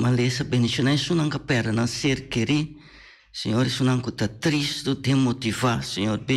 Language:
Papiamento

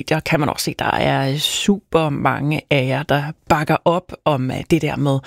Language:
Danish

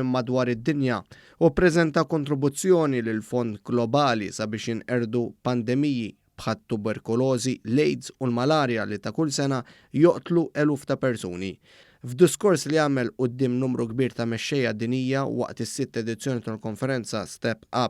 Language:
Maltese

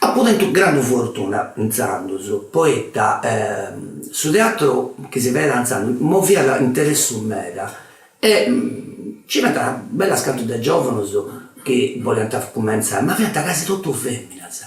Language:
Sardinian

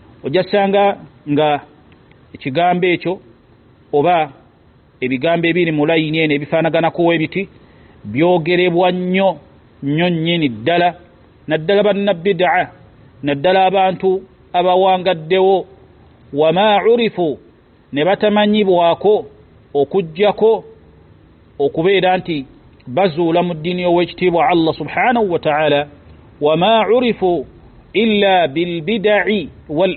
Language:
Ganda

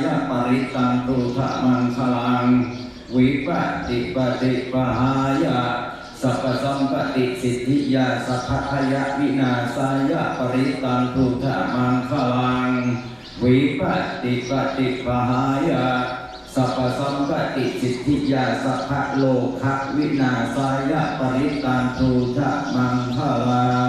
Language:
Pali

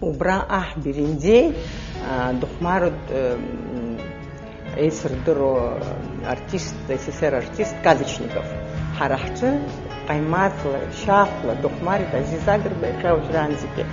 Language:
Abkhazian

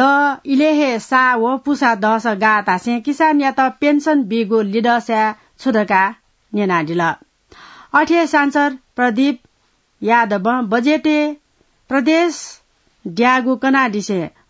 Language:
Newari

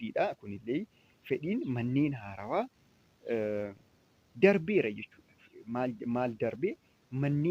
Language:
Oromo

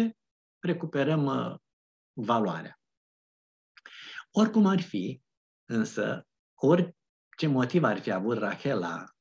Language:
Romanian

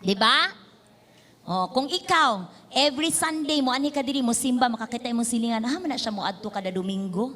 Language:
Cebuano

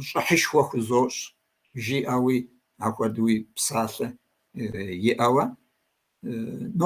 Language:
Kabardian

